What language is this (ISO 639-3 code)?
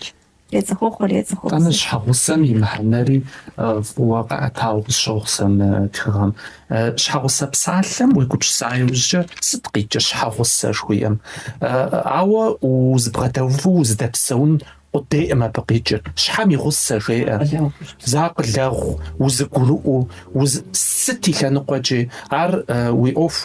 kbd